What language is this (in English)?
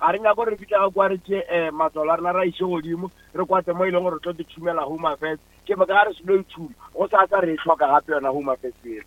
Northern Sotho